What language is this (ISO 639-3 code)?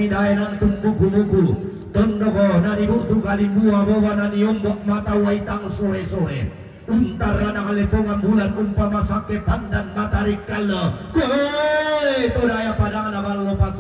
sda